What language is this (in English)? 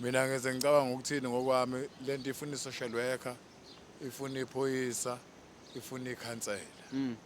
Zulu